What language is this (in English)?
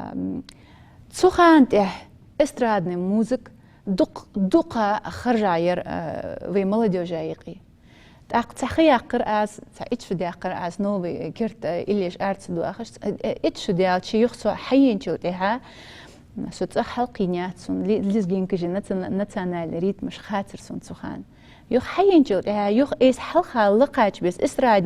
Ingush